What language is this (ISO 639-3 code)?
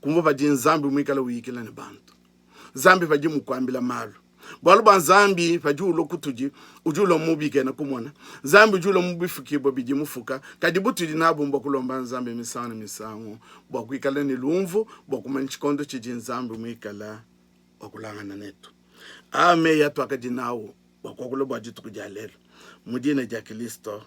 lua